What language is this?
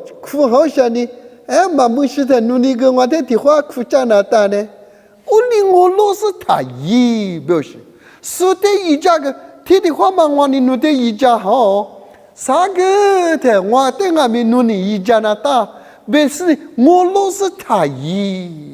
Lisu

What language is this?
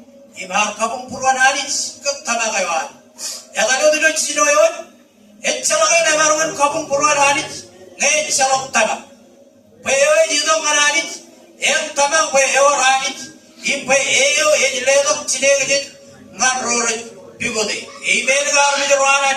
Marshallese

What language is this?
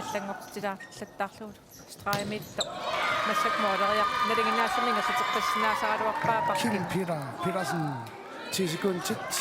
Kalaallisut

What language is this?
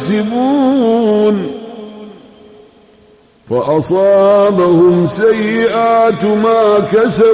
Arabic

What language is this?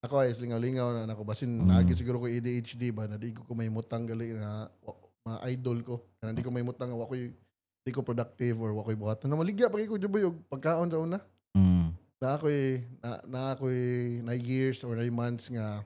Cebuano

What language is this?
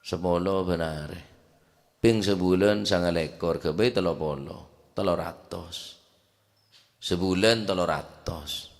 Madurese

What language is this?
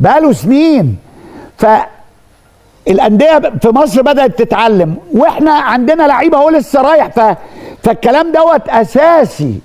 Egyptian Arabic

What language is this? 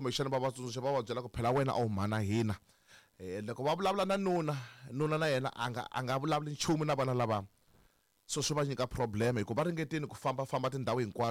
Tsonga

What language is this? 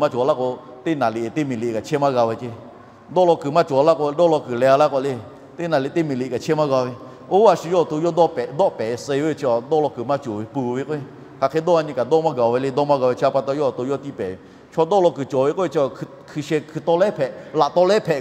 Lahu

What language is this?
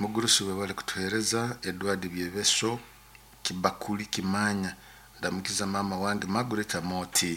Nyoro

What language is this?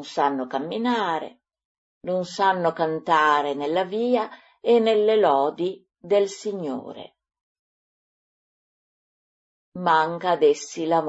Italian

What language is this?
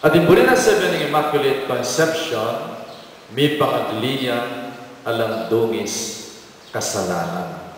Pampanga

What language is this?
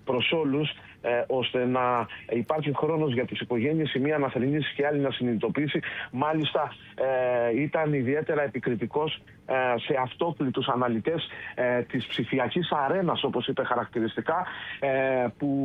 Greek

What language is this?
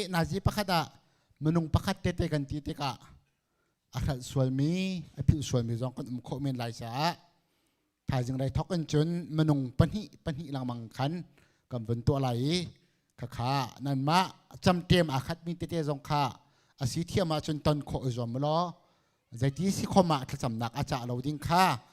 Hakha Chin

